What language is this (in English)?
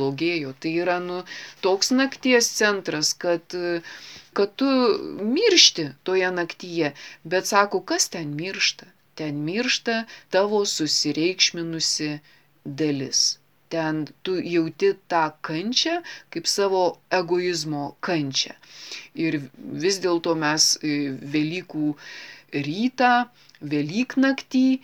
Lithuanian